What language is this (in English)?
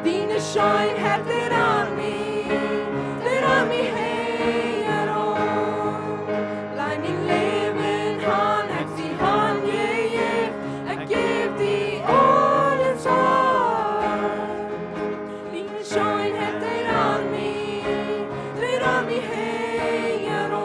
Plautdietsch